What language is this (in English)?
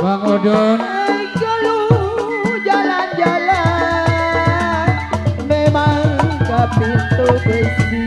Betawi